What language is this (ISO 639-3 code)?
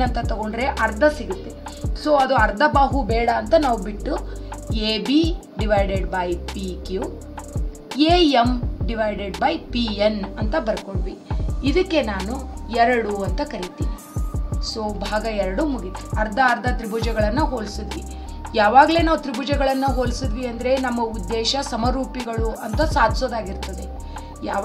kan